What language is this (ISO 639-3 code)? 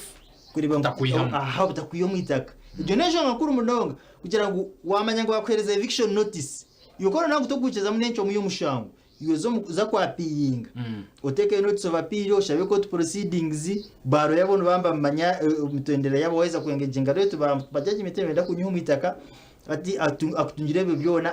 nyn